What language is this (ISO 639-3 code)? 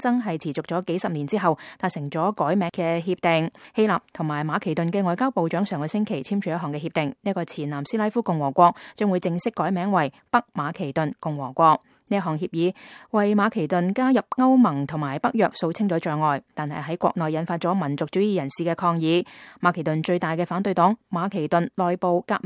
yue